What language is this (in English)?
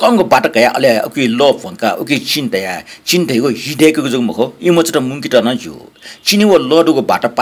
Newari